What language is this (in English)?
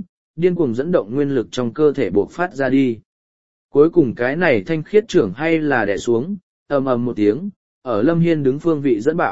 Vietnamese